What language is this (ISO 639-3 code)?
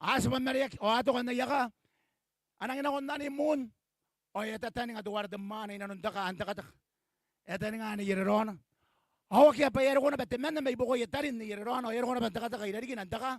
gil